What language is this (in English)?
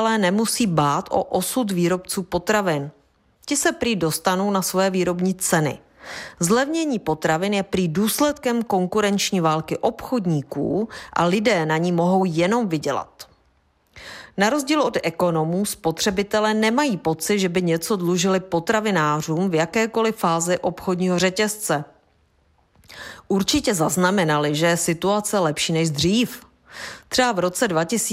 Czech